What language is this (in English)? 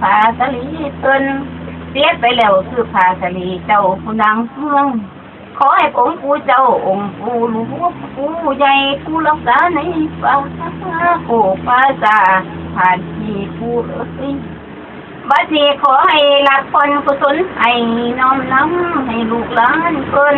Northeastern Thai